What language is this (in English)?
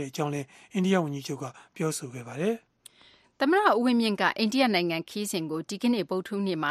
Burmese